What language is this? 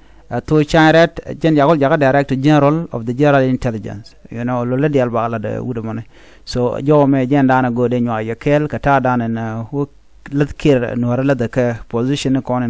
Nuer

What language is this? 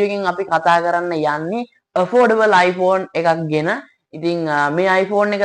Sinhala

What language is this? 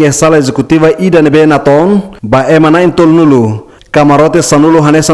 Tetum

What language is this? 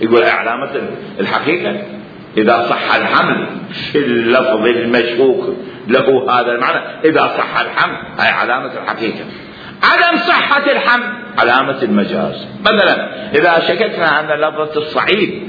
Mesopotamian Arabic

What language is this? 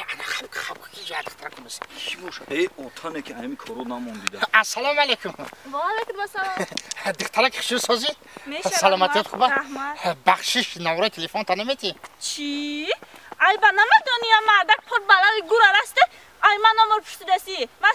Tajik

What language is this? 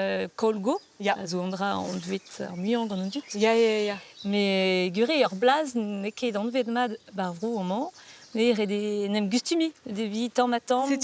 Breton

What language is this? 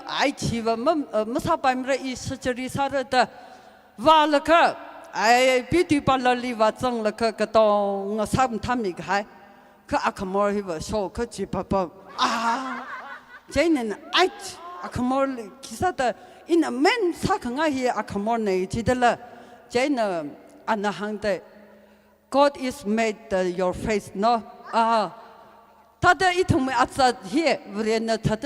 Tangkhul Naga (India)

